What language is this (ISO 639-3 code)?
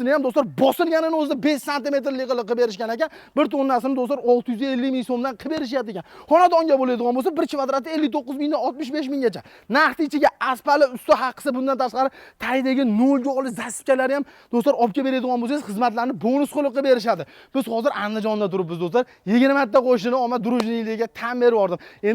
uzb